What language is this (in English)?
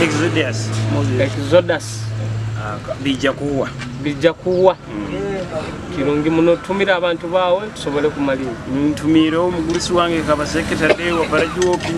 Nyoro